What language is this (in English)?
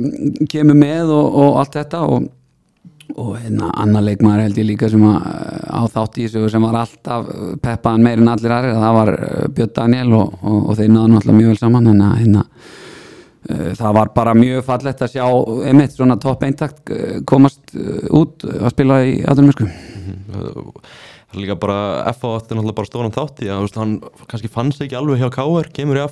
Icelandic